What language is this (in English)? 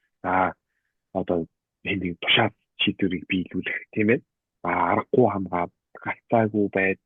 Mongolian